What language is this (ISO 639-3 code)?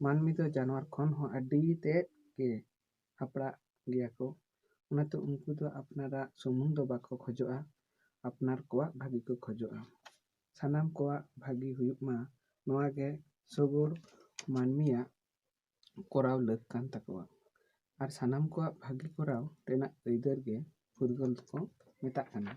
sat